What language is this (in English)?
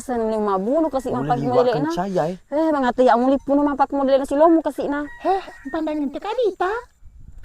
Buginese